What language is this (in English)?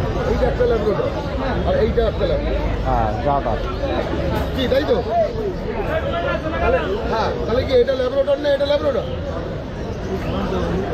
Bangla